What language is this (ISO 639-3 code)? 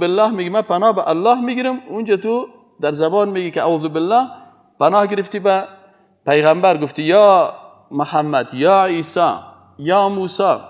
fas